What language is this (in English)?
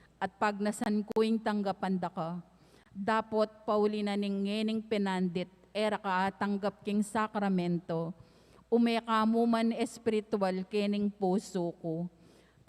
Pampanga